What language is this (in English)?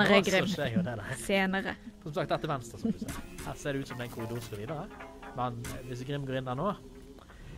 Norwegian